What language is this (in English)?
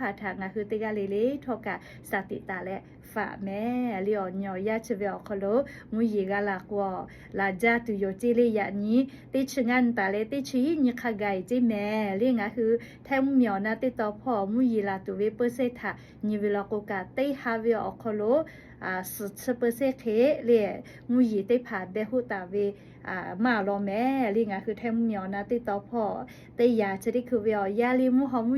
Lahu